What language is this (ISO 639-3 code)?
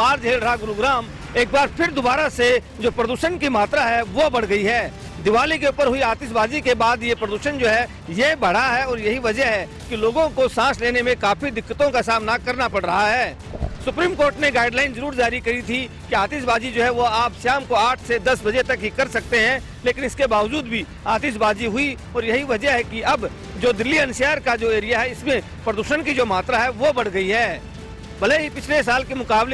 hin